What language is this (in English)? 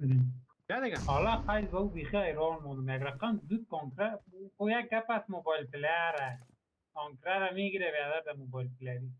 Persian